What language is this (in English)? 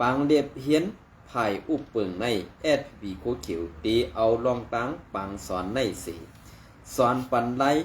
Shan